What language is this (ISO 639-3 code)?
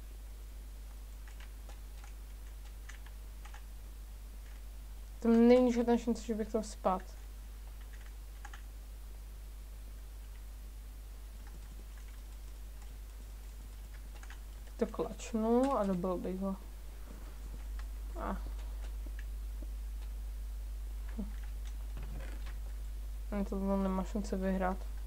ces